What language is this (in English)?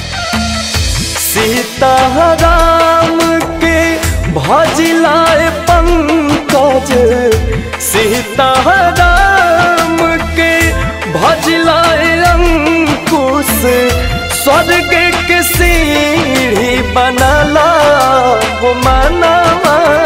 Bhojpuri